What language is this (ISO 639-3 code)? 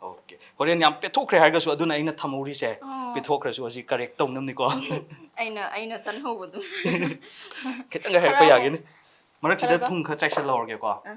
mni